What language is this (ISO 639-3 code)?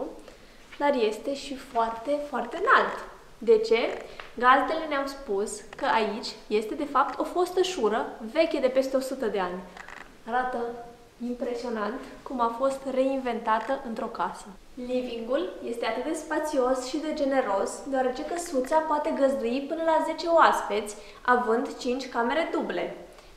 ron